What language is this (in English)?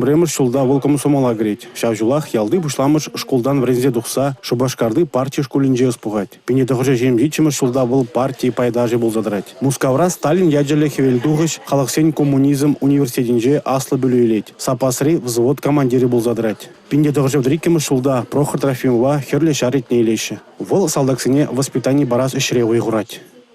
Chuvash